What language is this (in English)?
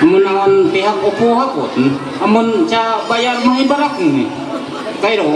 Ma'anyan